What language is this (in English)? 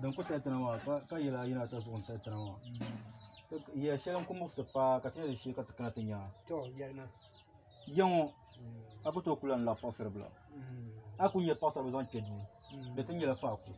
Dagbani